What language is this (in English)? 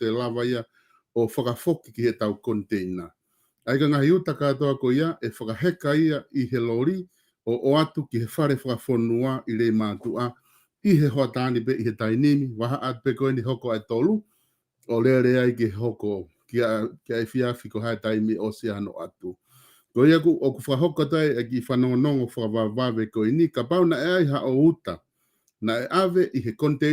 Tongan